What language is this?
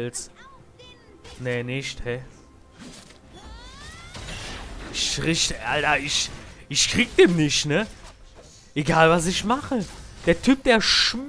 German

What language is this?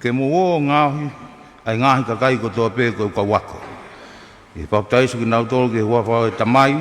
Tongan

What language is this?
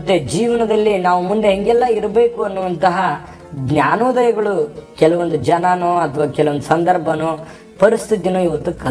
Kannada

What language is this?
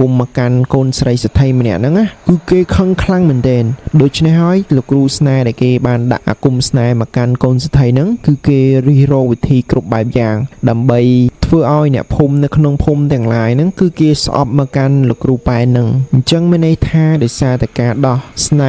Khmer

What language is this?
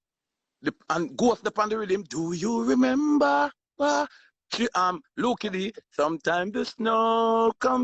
Jamaican Creole English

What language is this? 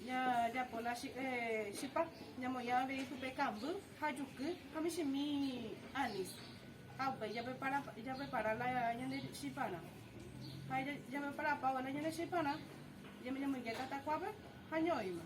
Guarani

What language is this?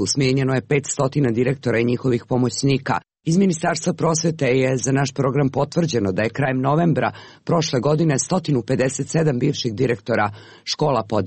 Serbian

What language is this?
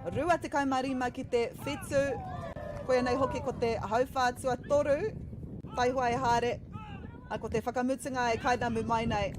Māori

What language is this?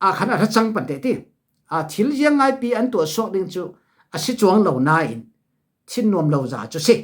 Falam Chin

